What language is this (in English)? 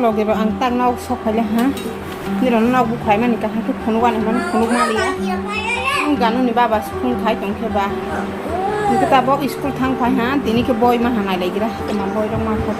Kok Borok